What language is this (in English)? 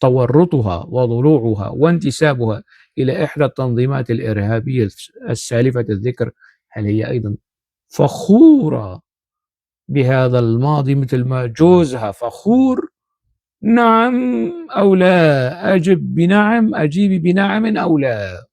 North Levantine Arabic